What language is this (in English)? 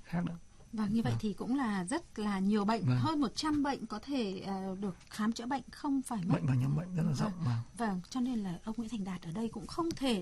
Vietnamese